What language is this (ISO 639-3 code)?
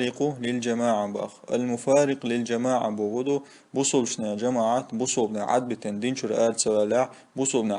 che